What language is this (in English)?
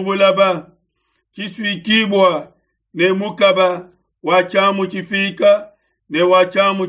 Luba-Lulua